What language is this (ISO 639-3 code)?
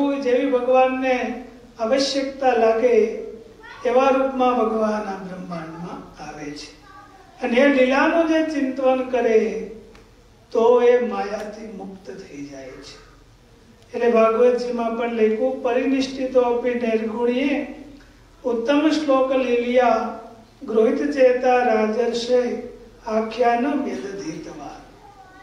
guj